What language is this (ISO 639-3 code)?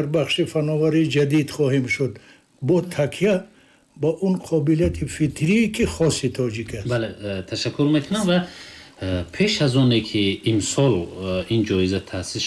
tgk